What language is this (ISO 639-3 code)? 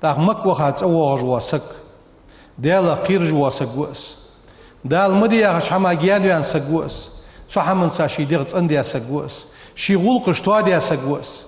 inh